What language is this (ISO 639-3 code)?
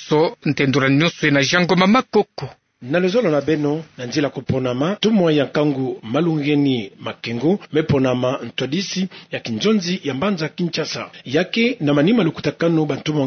ktu